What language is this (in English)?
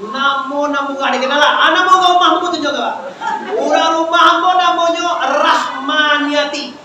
Minangkabau